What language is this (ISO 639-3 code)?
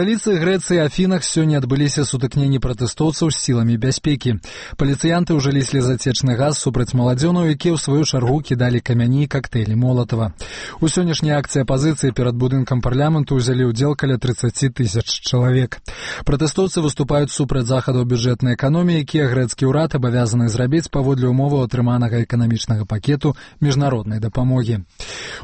bel